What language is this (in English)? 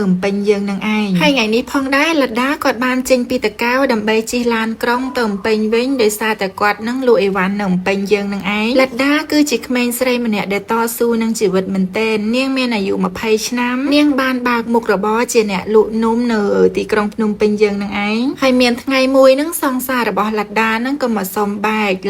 Khmer